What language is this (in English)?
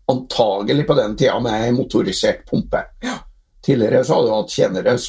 Norwegian